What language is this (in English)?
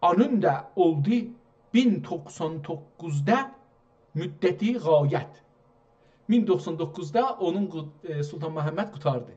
South Azerbaijani